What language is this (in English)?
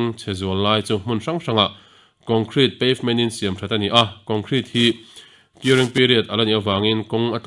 Mizo